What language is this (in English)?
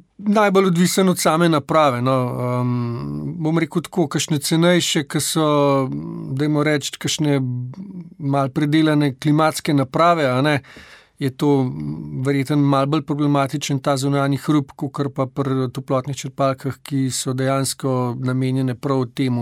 Slovenian